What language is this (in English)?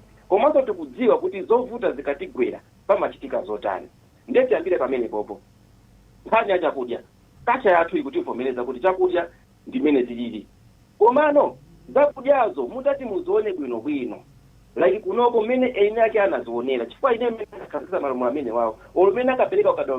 Nyanja